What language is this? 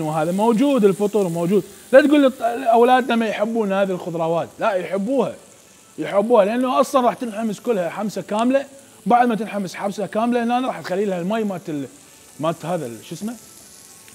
Mesopotamian Arabic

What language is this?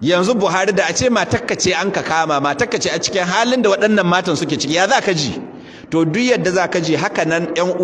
Hausa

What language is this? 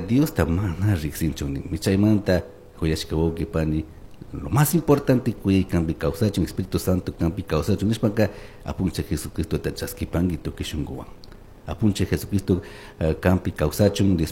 Chimborazo Highland Quichua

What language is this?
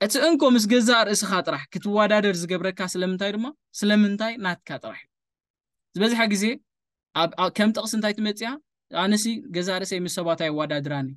Tigrinya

